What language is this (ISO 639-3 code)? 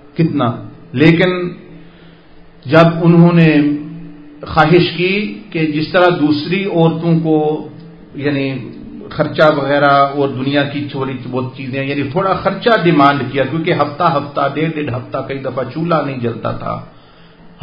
urd